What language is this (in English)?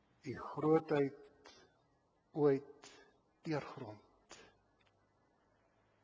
Afrikaans